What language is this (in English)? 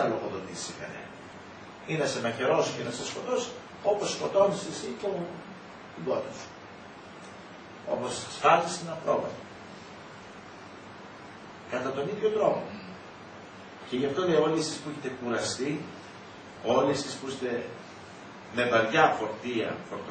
Greek